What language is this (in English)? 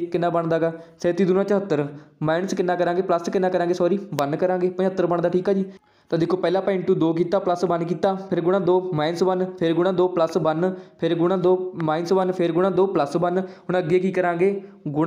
Punjabi